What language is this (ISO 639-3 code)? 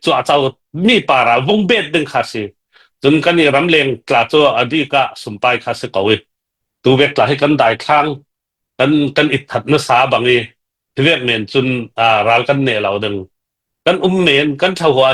cfm